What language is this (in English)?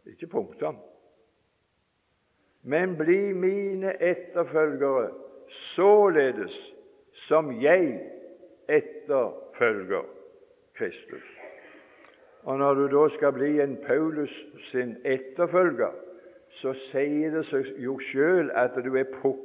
Norwegian